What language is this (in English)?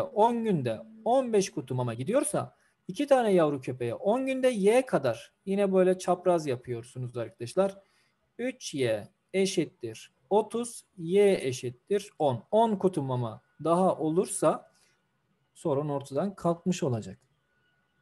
Turkish